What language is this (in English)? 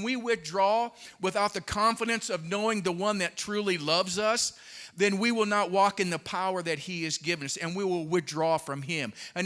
English